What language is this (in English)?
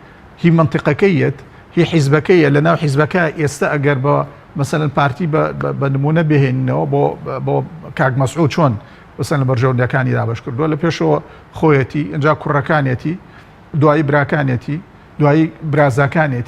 Central Kurdish